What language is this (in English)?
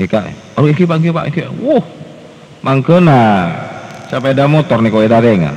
Madurese